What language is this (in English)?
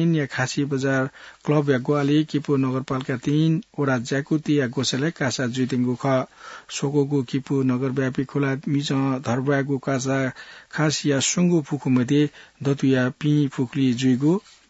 Newari